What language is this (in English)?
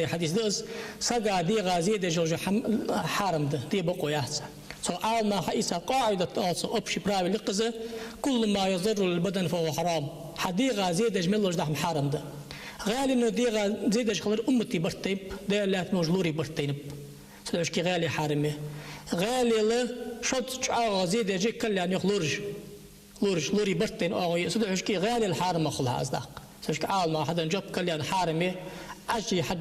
Ingush